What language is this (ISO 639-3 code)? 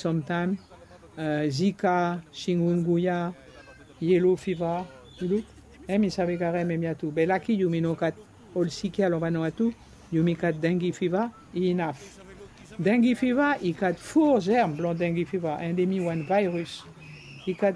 bis